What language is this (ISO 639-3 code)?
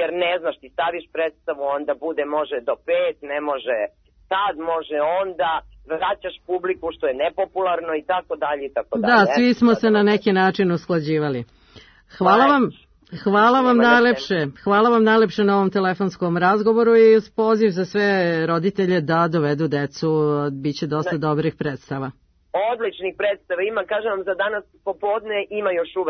srp